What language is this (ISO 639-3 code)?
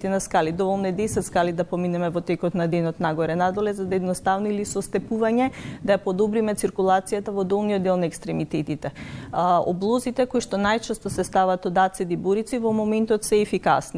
mkd